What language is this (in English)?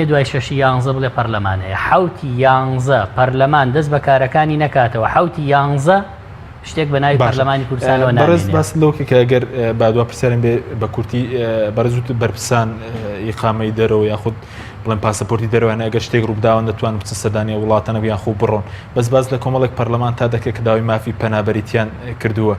Central Kurdish